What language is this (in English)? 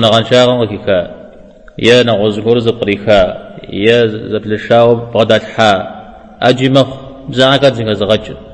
Kabardian